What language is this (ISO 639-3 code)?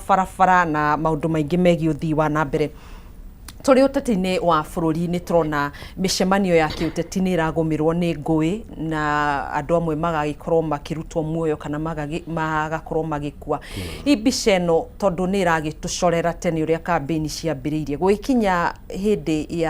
kik